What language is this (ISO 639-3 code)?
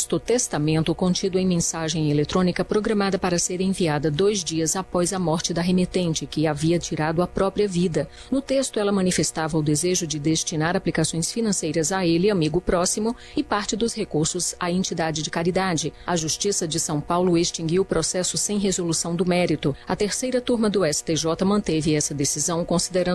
por